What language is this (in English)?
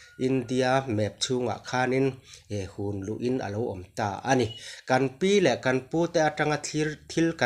Mizo